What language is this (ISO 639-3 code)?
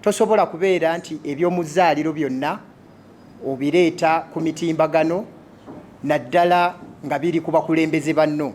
lug